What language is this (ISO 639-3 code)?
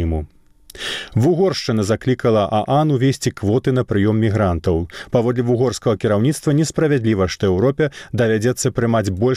bel